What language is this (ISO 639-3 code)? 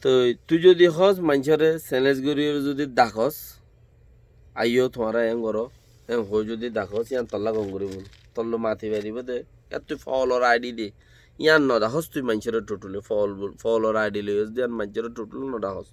rhg